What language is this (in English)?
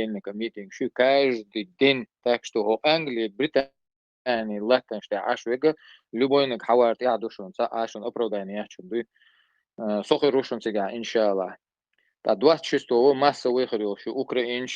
Chechen